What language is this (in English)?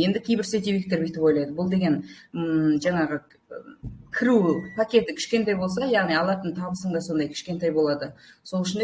Kazakh